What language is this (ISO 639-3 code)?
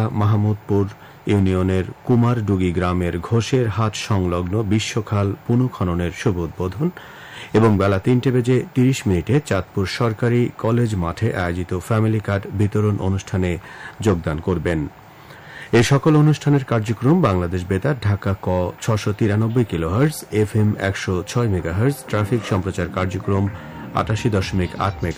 ben